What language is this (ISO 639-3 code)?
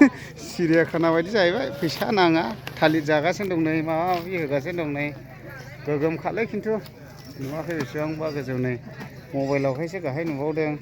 brx